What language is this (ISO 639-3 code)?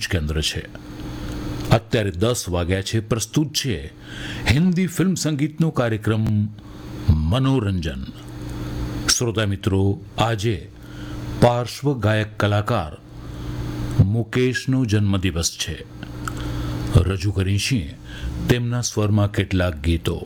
guj